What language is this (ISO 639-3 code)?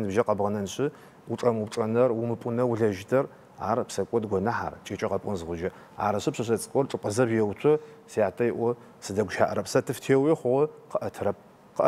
ady